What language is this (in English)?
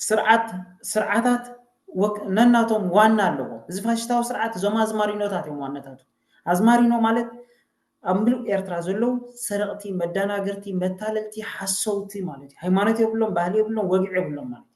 Tigrinya